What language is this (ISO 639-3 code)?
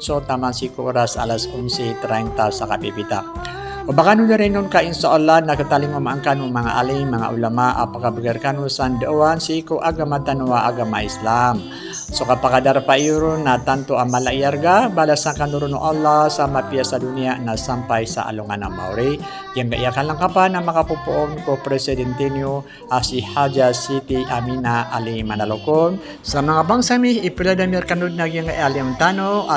mrw